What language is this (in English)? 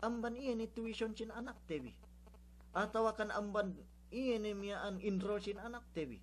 Yakan